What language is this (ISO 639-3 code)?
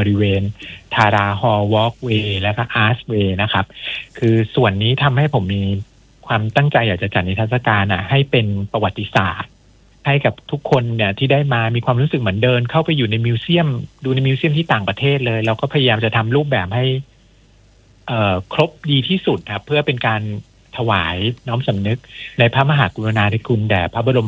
tha